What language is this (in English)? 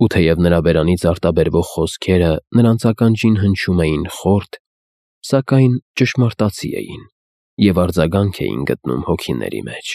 Armenian